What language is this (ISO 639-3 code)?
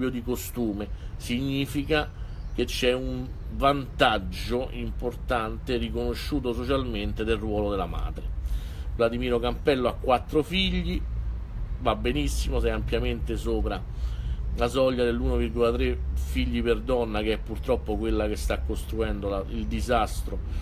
ita